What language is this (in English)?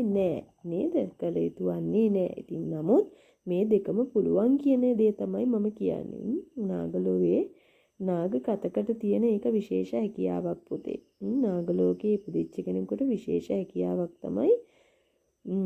Sinhala